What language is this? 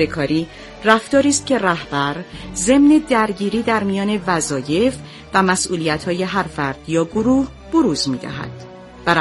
Persian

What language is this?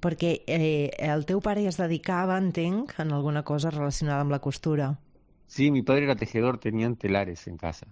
Catalan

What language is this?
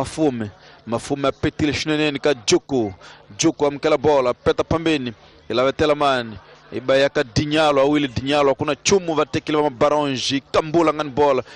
Tsonga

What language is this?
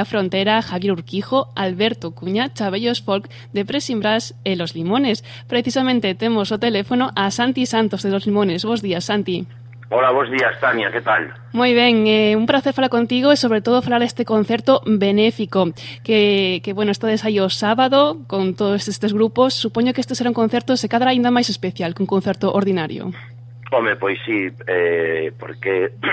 Galician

